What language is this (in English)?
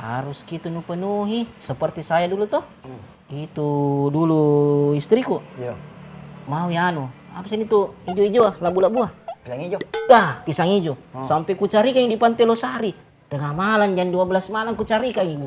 Makassar Malay